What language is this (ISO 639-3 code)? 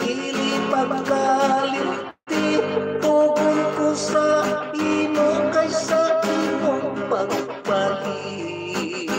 hil